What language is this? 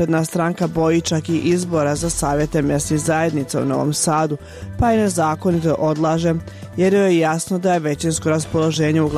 Serbian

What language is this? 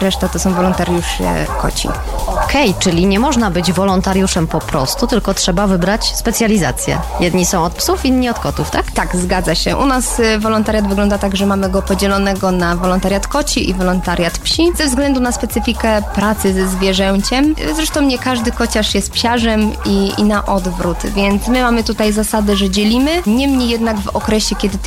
Polish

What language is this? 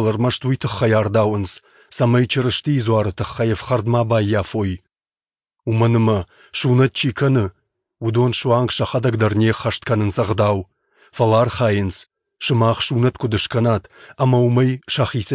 Ossetic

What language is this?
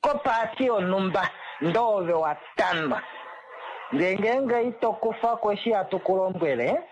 Kuanyama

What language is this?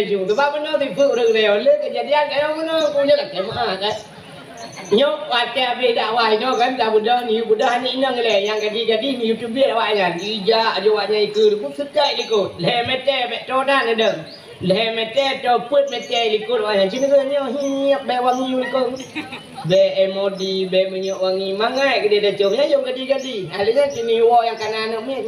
Achinese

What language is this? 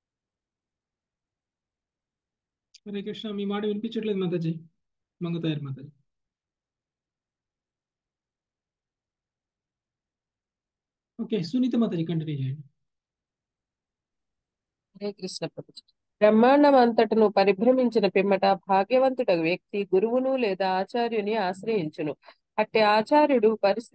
Telugu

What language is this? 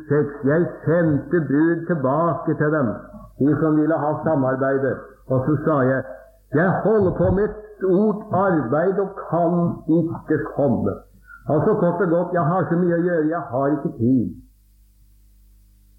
Norwegian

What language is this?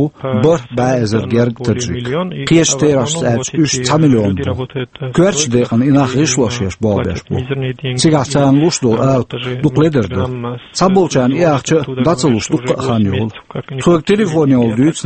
Chechen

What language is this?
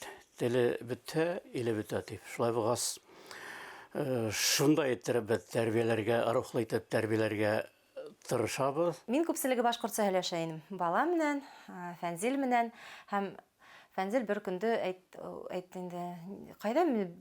Bashkir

